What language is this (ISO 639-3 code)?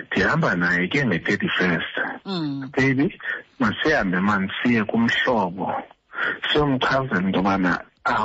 xho